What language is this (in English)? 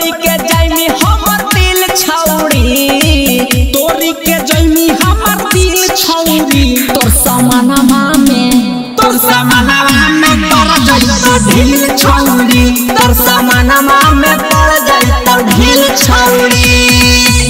Magahi